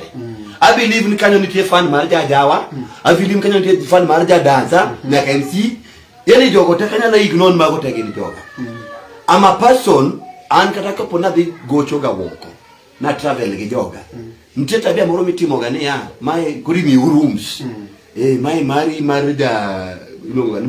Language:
Luo (Kenya and Tanzania)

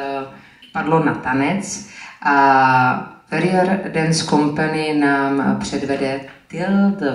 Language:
Czech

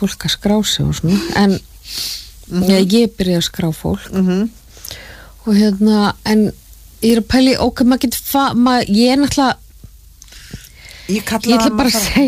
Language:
Icelandic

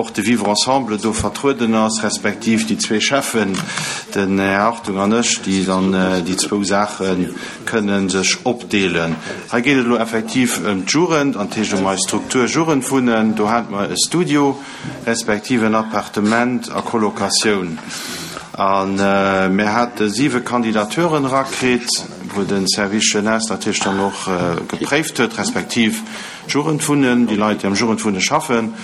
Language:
Luxembourgish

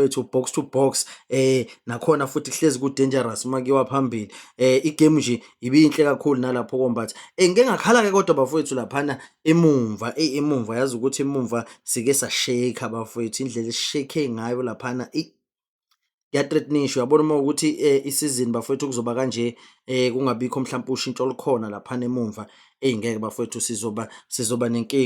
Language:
Zulu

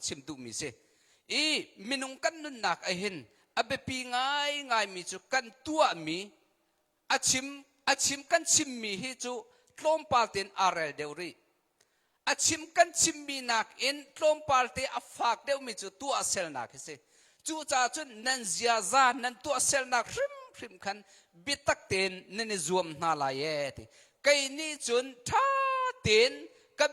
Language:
Hakha Chin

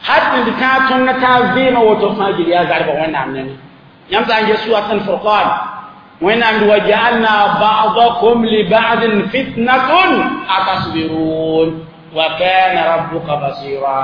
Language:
Mossi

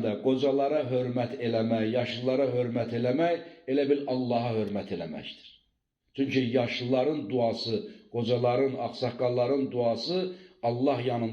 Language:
Azerbaijani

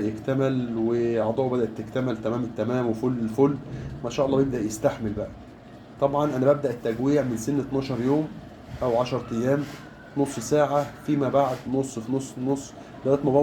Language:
Egyptian Arabic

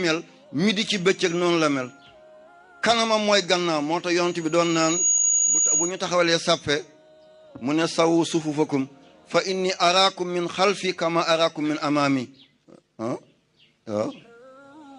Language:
Wolof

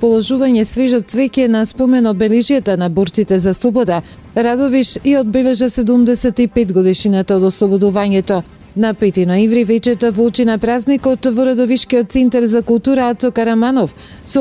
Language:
Macedonian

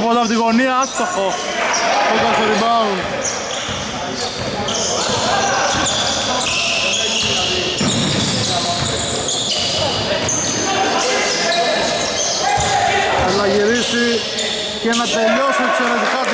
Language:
Greek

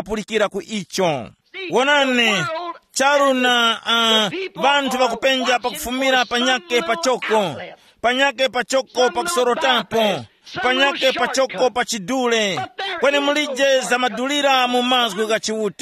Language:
Tumbuka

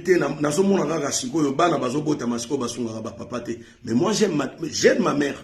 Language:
Lingala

